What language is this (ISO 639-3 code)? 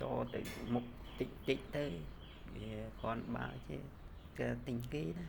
khm